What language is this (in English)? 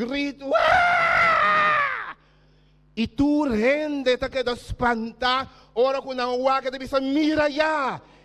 Papiamento